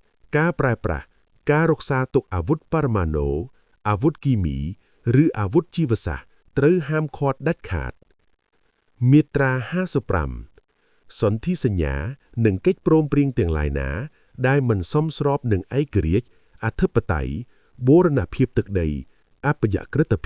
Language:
Khmer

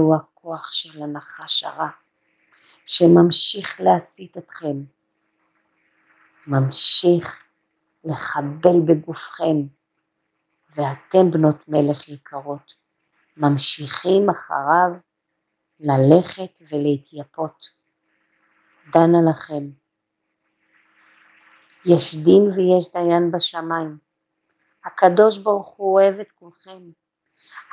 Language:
Hebrew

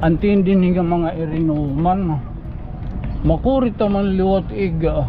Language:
Waray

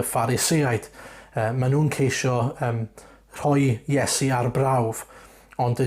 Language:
Welsh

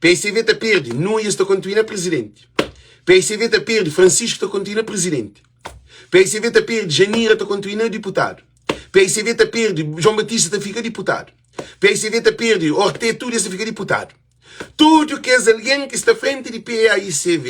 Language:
Kabuverdianu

